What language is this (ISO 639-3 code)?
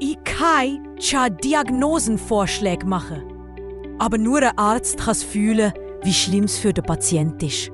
gsw